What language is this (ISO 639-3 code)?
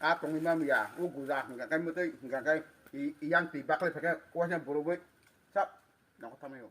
trp